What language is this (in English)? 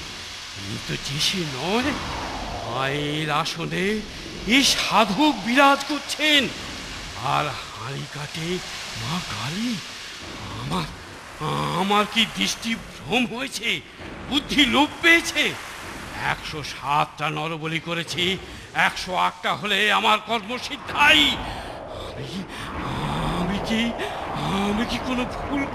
Bangla